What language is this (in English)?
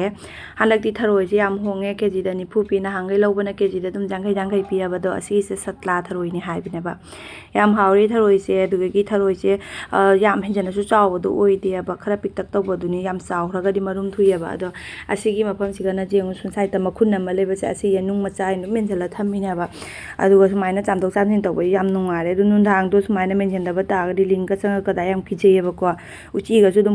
Manipuri